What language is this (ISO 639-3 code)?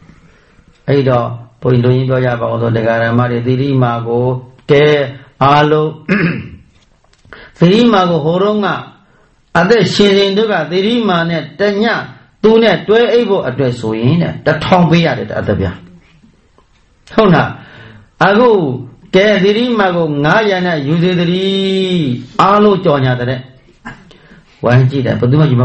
mya